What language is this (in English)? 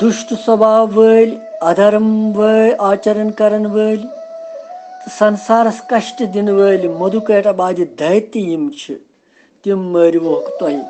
Kashmiri